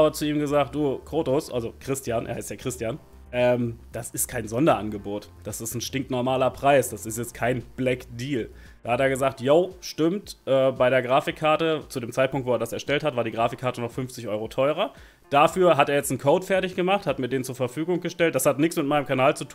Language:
German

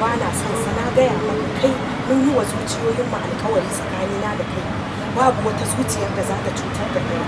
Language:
Hausa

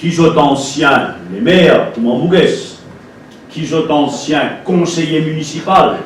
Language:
Morisyen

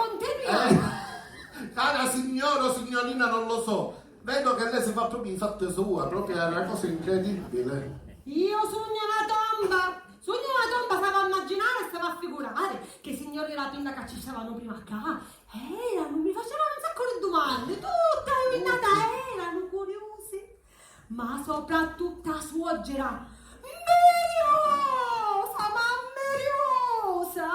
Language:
Sicilian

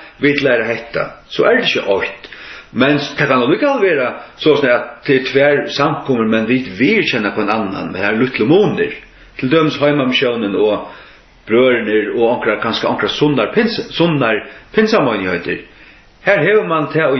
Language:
Faroese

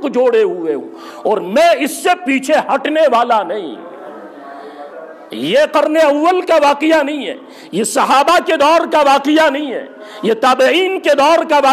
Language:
Urdu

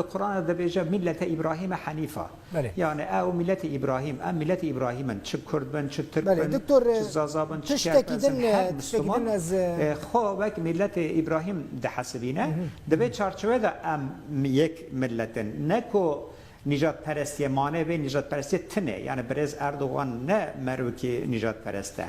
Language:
Kurdish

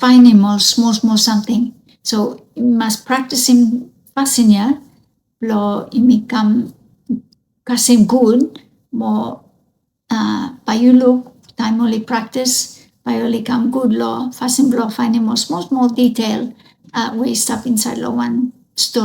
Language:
Bislama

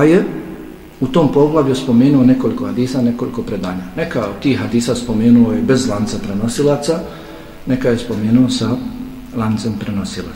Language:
Bosnian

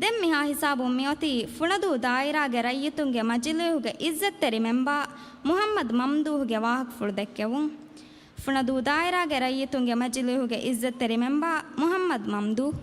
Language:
Divehi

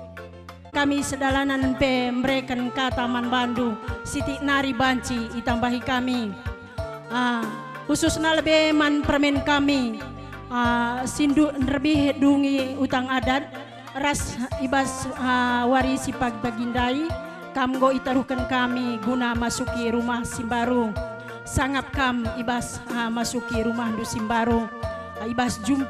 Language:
Batak Karo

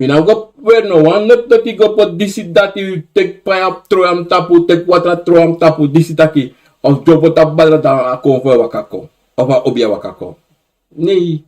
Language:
Sranan Tongo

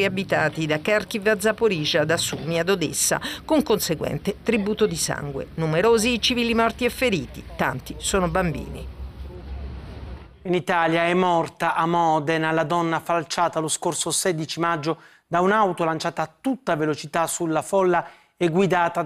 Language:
Italian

